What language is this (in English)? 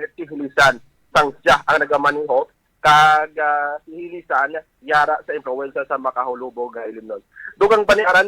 Hiligaynon